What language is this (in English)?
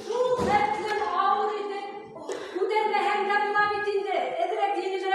Bashkir